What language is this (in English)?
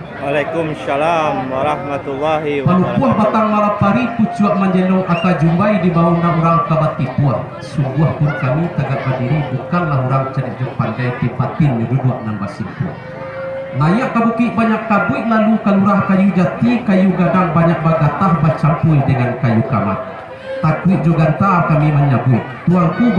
Minangkabau